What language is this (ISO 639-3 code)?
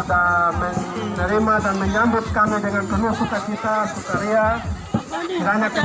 pmy